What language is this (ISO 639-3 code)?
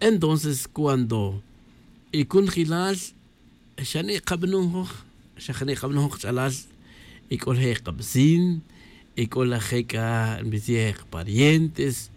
tzj